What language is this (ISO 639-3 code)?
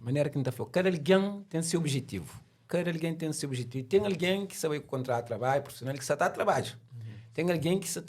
kea